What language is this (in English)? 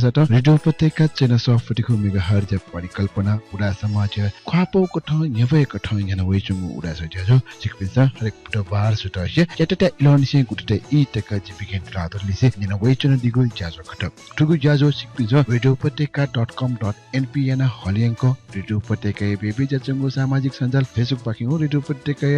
Newari